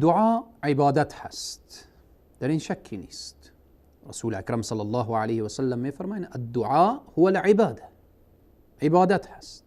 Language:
Persian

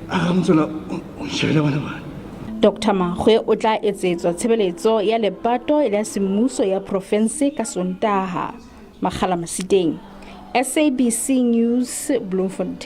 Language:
Southern Sotho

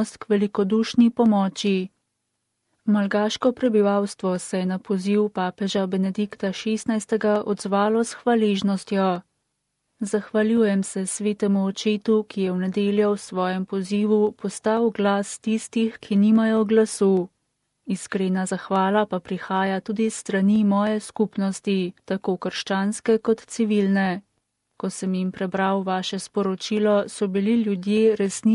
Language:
Slovenian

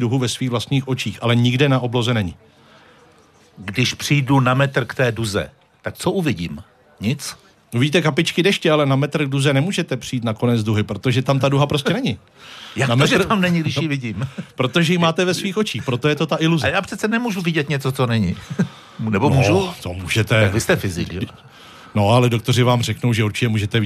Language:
Czech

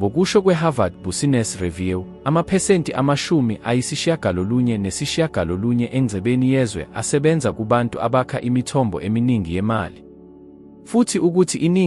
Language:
Zulu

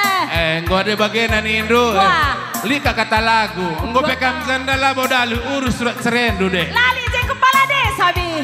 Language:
Batak Karo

